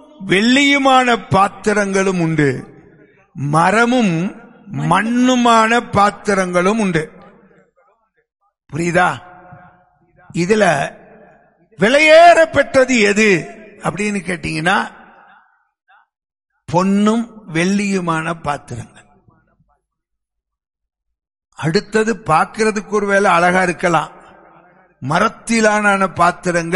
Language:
Tamil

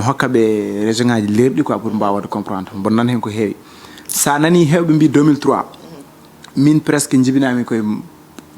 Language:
Fula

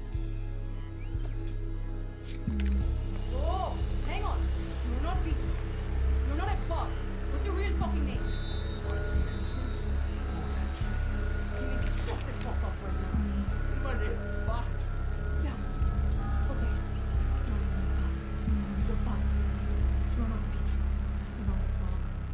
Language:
English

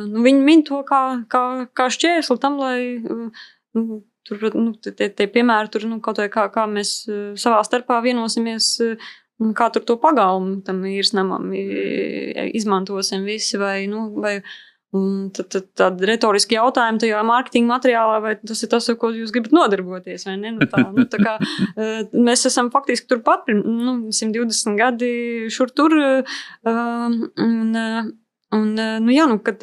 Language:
Latvian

